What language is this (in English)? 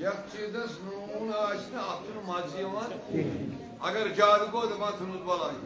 Kashmiri